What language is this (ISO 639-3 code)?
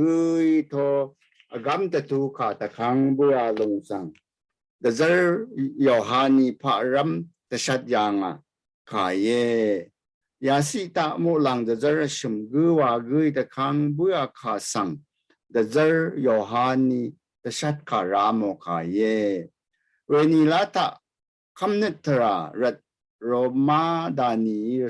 raw